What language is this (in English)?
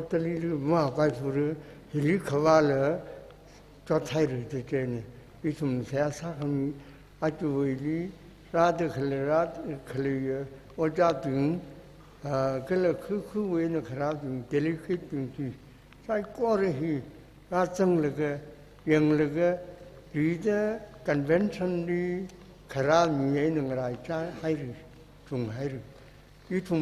Tangkhul Naga (India)